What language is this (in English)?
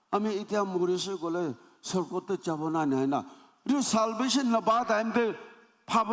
Naga Pidgin